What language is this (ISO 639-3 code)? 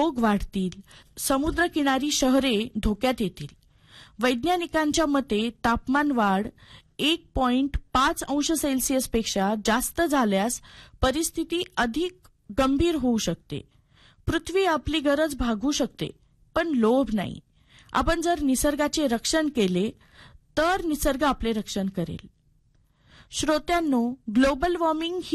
mar